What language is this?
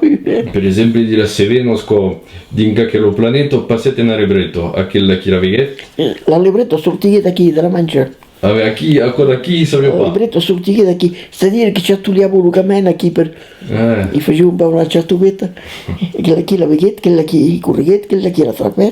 Occitan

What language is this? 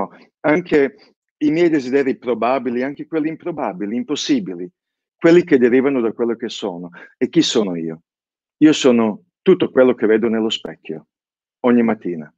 Italian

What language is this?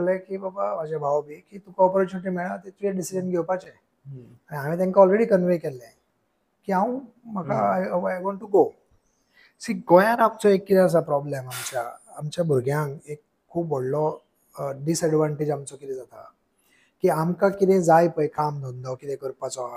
Konkani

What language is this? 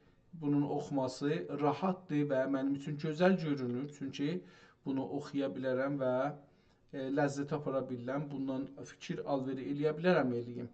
South Azerbaijani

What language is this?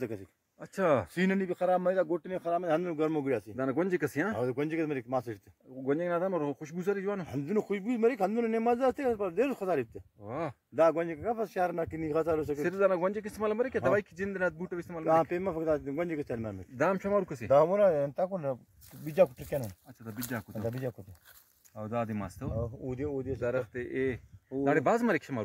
Brahui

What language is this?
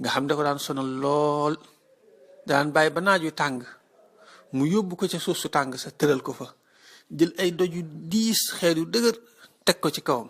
Wolof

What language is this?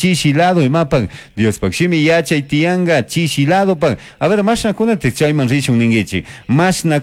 Chimborazo Highland Quichua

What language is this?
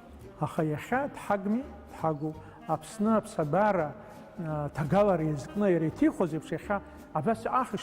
Abkhazian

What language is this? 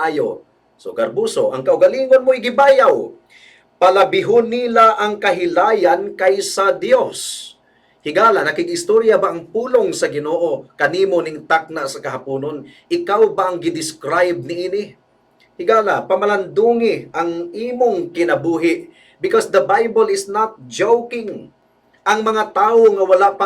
Cebuano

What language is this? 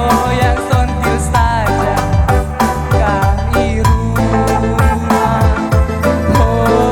Batak Karo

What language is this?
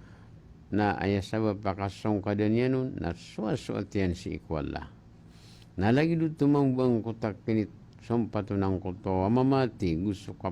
Maranao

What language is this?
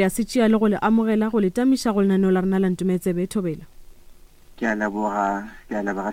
Northern Sotho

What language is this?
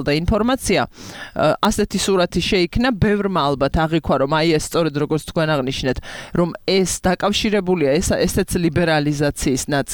Georgian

